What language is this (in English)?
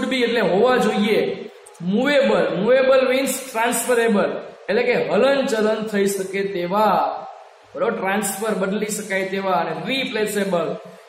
Gujarati